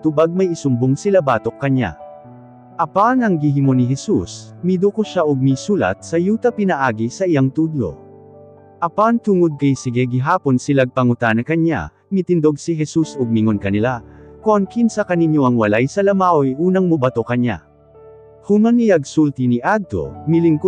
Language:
Cebuano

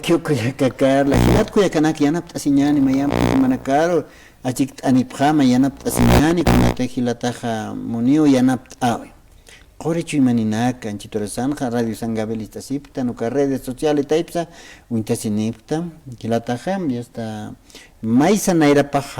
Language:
Aymara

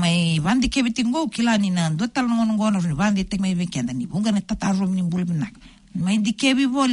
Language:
Fijian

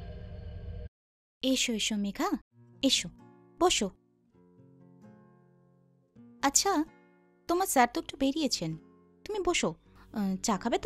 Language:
Bangla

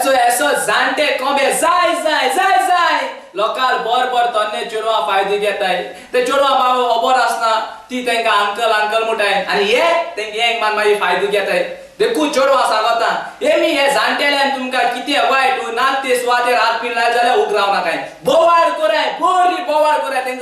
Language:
Konkani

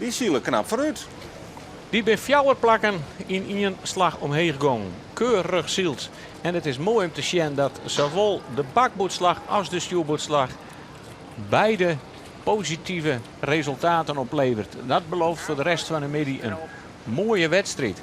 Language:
Western Frisian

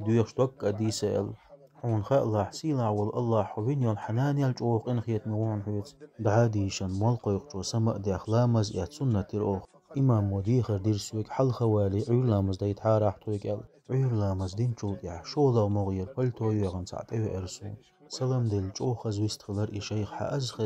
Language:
Chechen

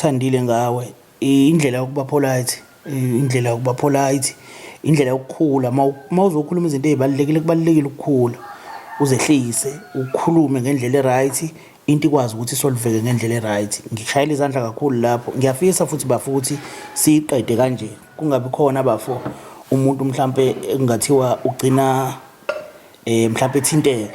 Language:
Zulu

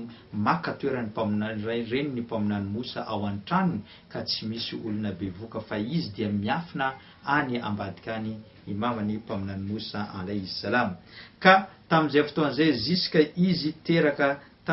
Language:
Malagasy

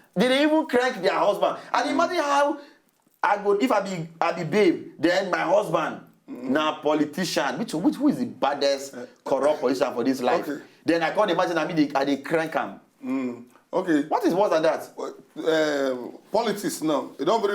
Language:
Nigerian Pidgin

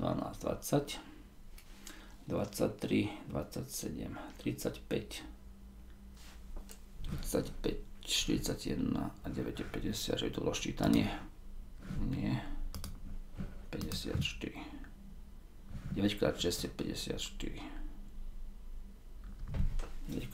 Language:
Slovak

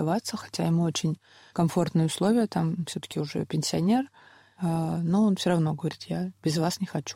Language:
Russian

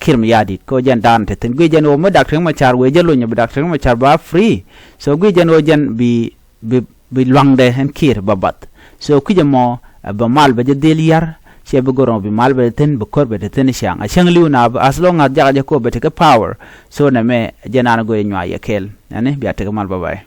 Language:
Nuer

